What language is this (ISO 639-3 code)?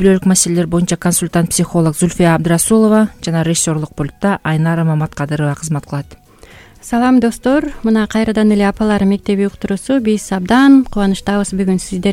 kir